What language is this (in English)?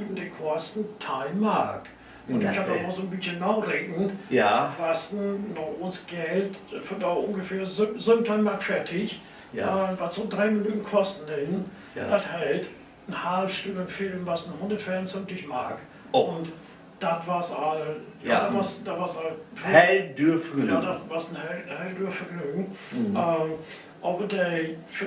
Low German